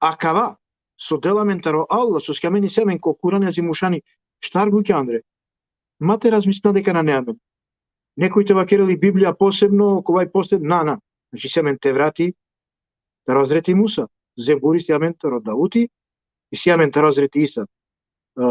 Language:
Balkan Romani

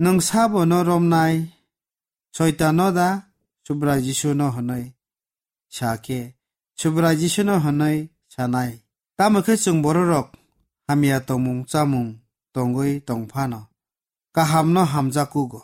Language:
Kok Borok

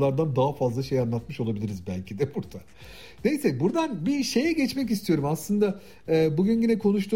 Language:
Turkish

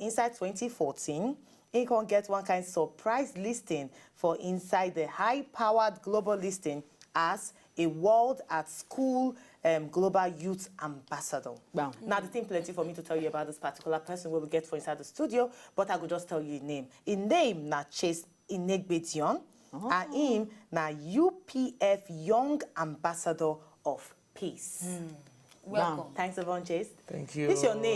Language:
Nigerian Pidgin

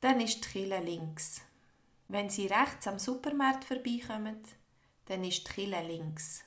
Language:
Swiss German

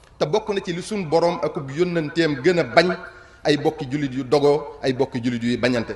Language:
Wolof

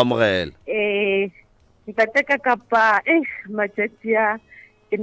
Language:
Northern Sotho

